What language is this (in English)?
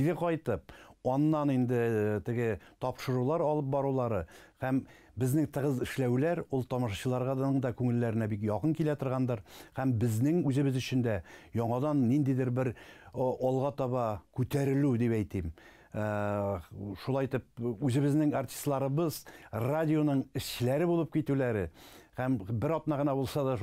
Tatar